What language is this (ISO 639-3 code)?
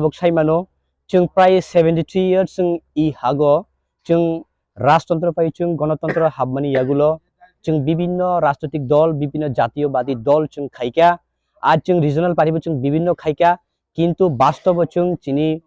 trp